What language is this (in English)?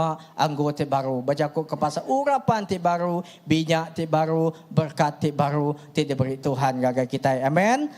Iban